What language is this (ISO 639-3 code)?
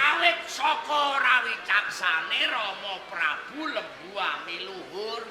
jav